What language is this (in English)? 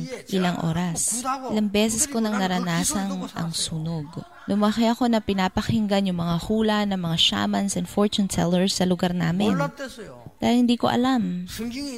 Filipino